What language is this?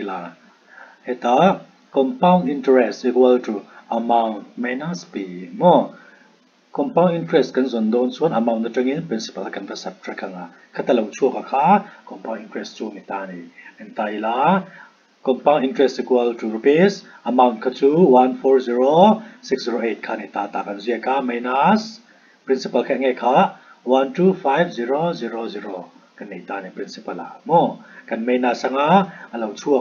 Mizo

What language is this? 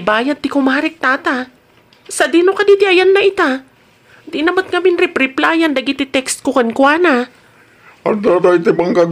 Iloko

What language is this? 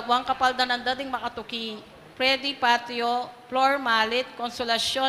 Pampanga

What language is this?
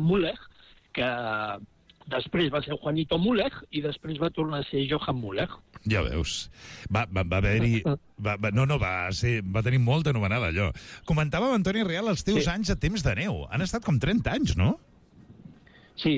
Catalan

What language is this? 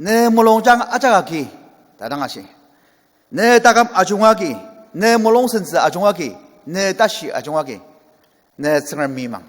Ao Naga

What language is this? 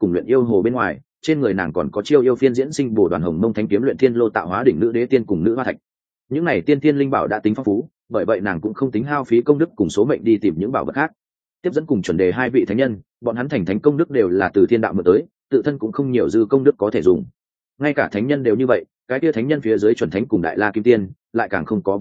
Vietnamese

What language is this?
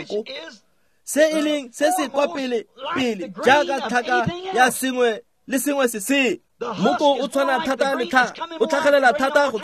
Tswana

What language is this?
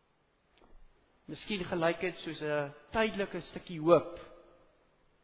Afrikaans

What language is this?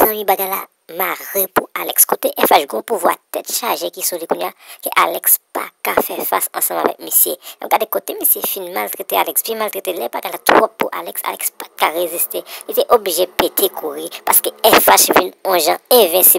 Haitian Creole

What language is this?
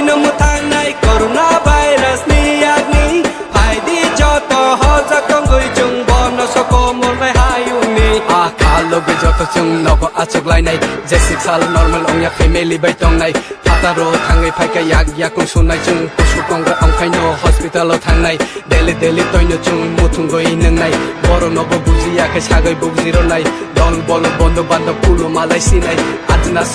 Kok Borok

